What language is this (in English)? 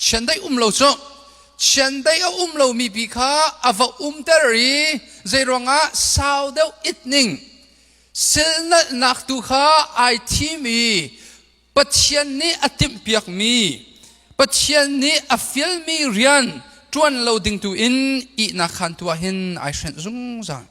Hakha Chin